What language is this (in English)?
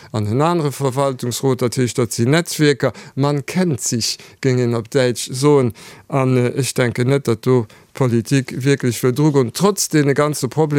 Luxembourgish